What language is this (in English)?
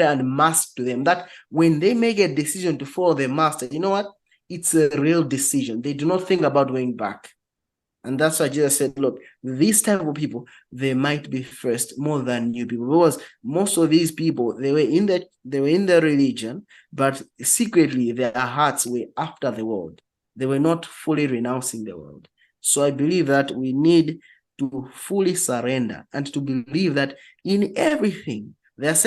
English